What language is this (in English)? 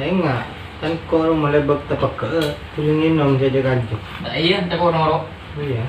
Madurese